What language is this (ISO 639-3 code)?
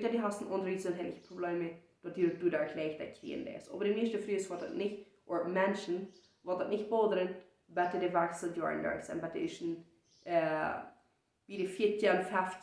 pdt